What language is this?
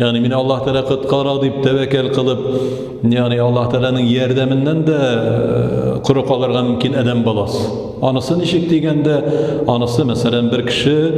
Tatar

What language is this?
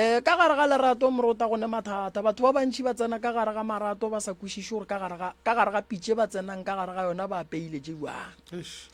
Northern Sotho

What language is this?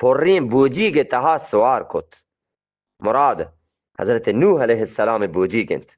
Eastern Balochi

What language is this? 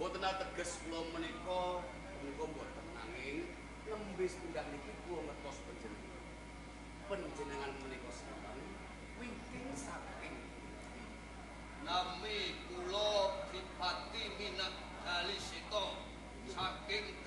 Javanese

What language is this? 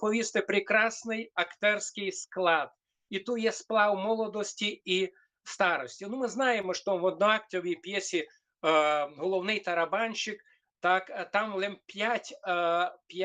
Rusyn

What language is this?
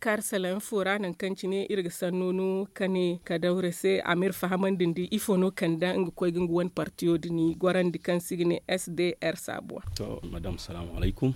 Zarma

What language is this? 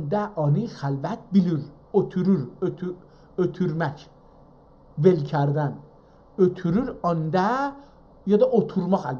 South Azerbaijani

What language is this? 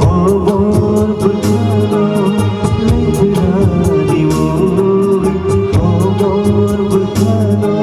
Kok Borok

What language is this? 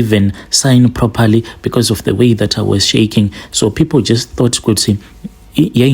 Shona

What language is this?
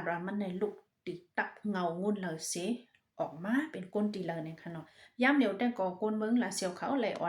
Shan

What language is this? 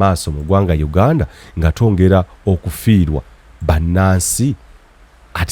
Ganda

